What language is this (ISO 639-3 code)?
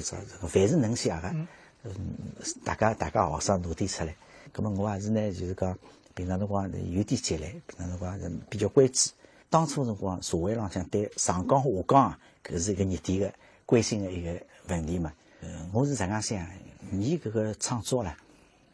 wuu